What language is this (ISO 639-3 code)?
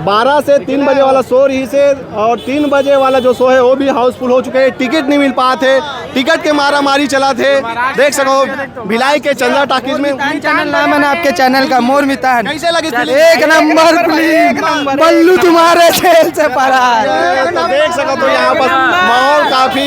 hne